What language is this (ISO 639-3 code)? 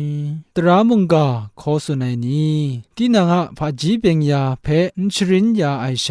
kac